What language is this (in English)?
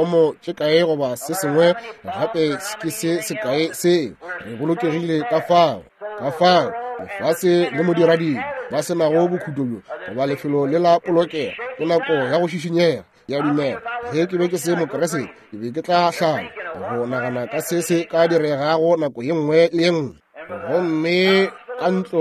Northern Sotho